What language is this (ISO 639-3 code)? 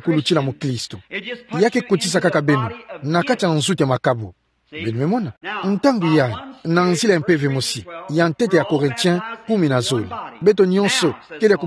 ktu